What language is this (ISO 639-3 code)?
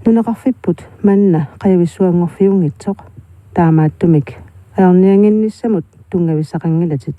kal